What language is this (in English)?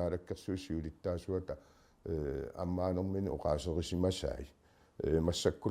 Kalaallisut